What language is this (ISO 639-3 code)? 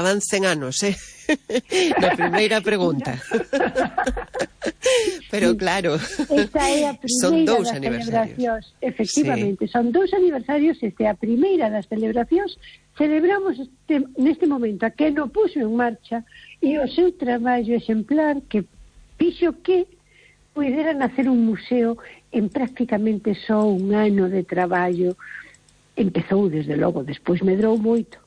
glg